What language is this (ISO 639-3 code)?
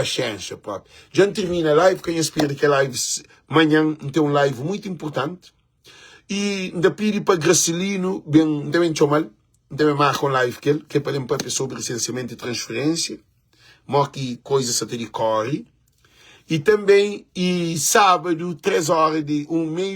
kea